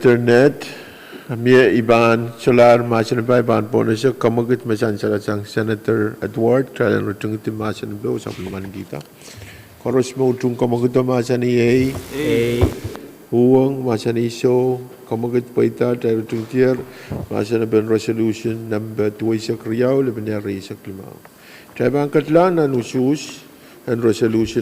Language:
Pohnpeian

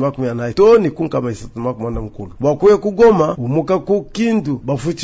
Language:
Luba-Lulua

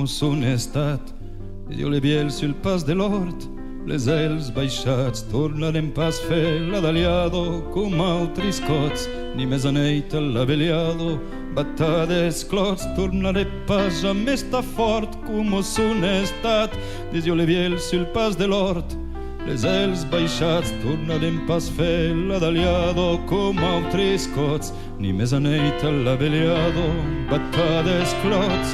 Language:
Occitan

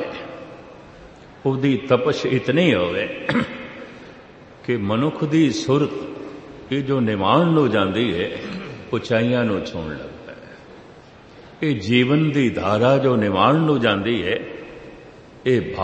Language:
Punjabi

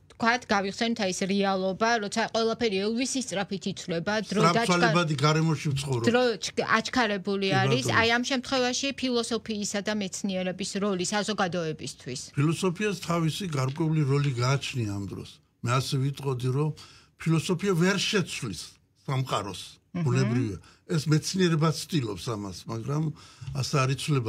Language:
Georgian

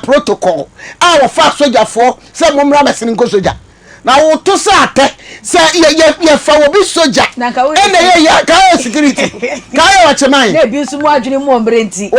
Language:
Akan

